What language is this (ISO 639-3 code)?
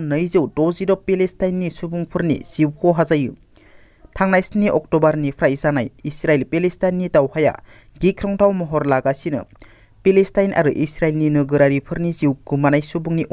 brx